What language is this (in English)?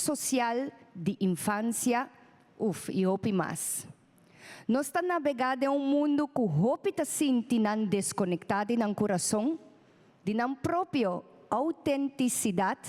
Papiamento